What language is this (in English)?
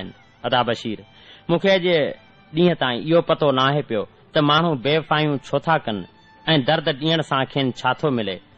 Sindhi